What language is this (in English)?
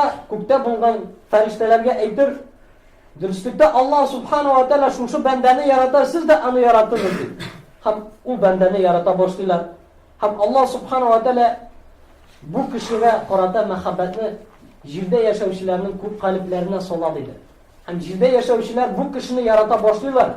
Tatar